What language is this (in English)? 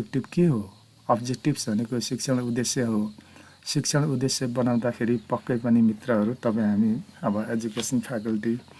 Nepali